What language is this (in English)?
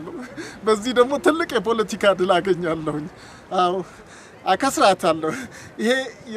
Amharic